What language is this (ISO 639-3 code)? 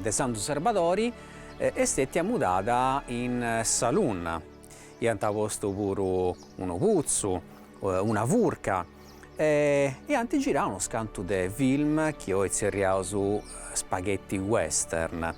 srd